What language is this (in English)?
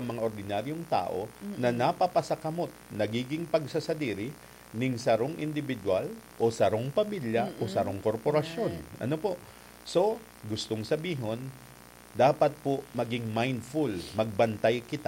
Bikol